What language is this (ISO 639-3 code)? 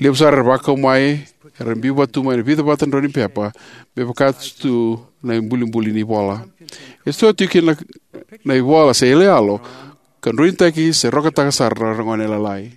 fij